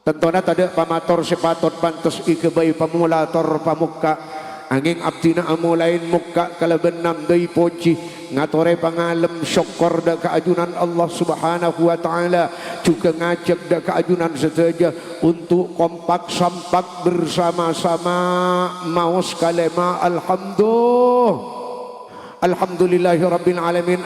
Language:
Madurese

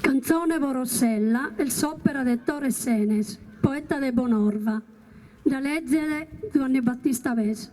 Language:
Sardinian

